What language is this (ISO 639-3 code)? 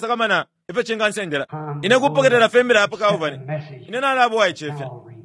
bem